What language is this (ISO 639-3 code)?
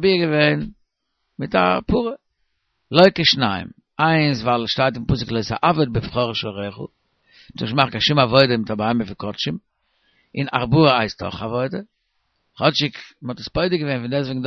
yid